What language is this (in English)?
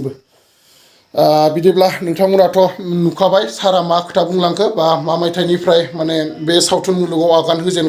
Bodo